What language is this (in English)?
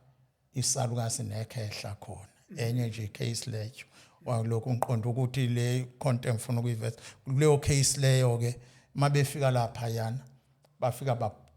Zulu